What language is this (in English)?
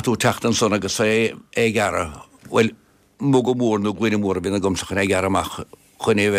Irish